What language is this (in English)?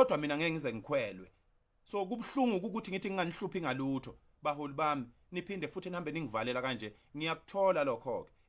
Zulu